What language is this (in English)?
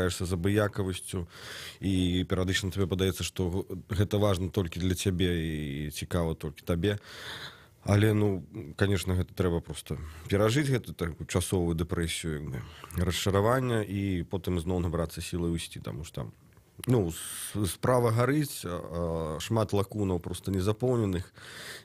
Belarusian